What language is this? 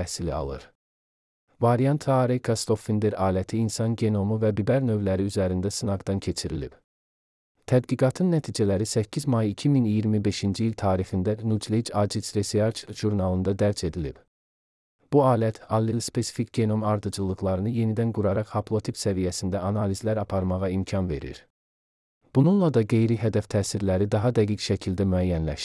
Azerbaijani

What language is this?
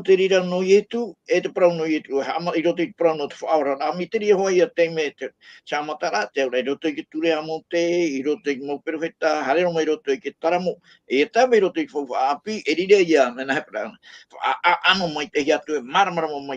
Tahitian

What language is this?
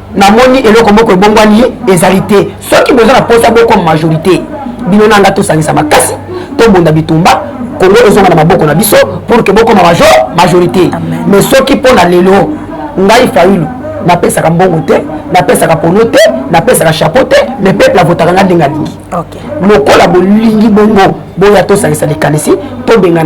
Lingala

